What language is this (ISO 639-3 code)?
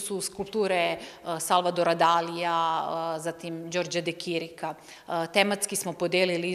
srp